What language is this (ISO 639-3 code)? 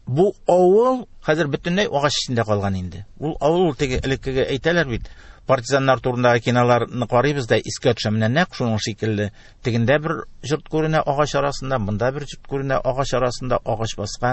tat